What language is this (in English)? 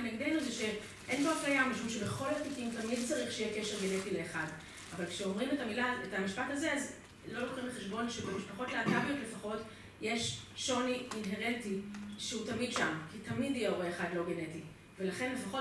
Hebrew